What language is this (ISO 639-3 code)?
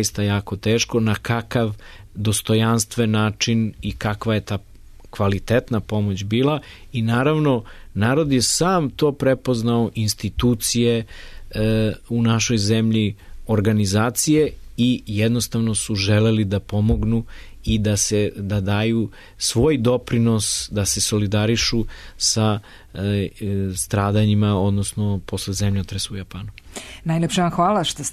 srp